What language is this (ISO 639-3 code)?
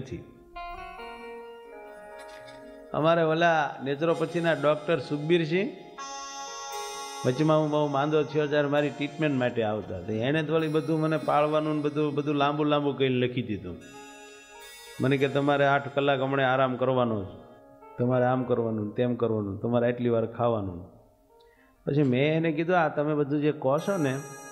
guj